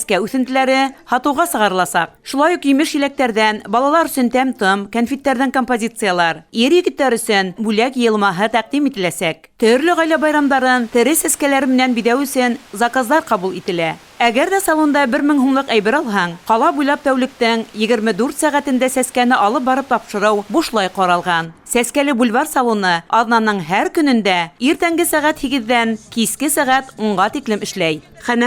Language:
Bashkir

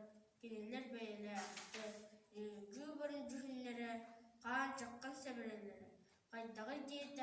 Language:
Yakut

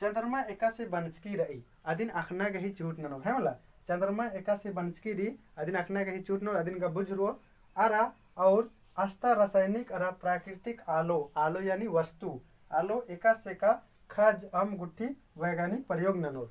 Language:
Kurukh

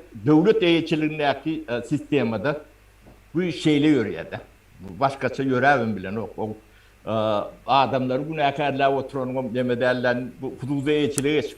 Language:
Turkmen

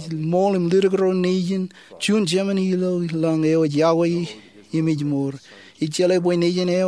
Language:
Marshallese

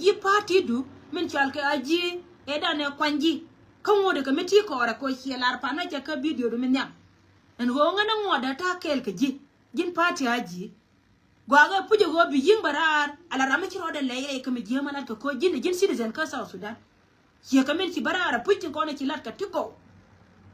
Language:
Nuer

